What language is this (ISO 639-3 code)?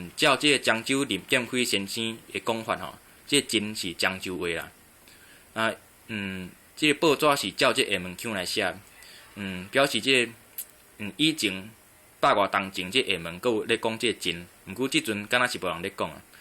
nan